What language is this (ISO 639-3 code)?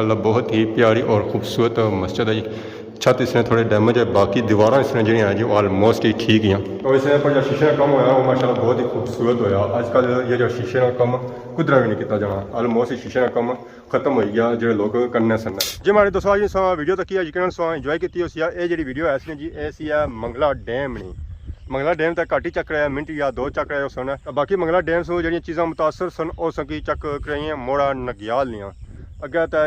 phr